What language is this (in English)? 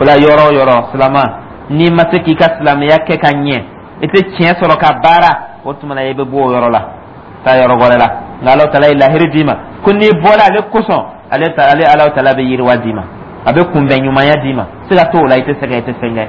Dyula